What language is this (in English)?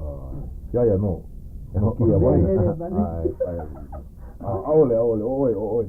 Hawaiian